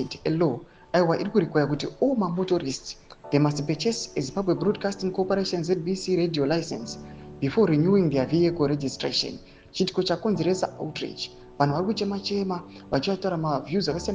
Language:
Shona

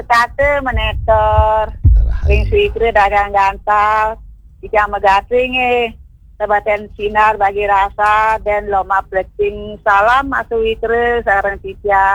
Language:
Balinese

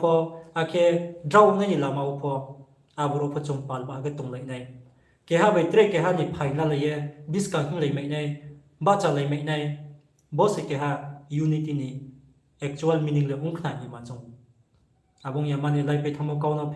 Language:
Riang (India)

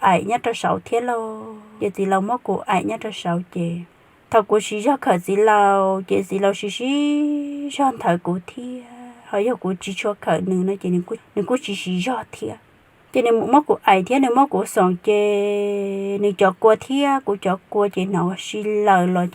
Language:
Hmong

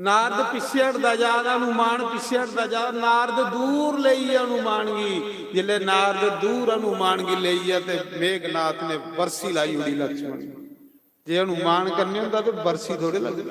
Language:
Dogri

